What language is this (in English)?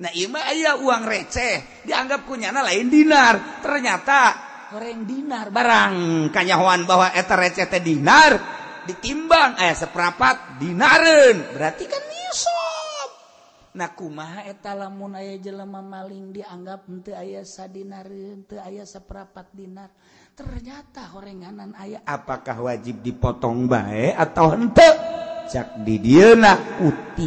Sundanese